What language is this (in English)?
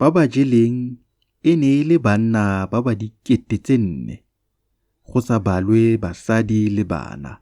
Tswana